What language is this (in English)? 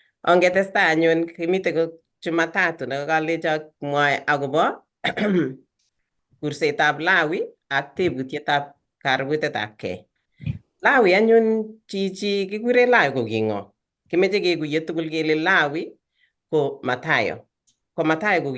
Kalenjin